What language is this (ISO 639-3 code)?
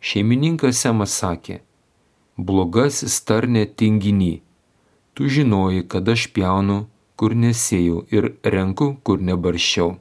lit